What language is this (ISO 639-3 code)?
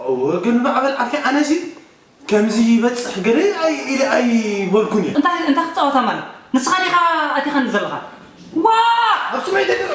tir